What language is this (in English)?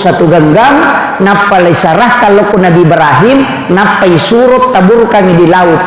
Buginese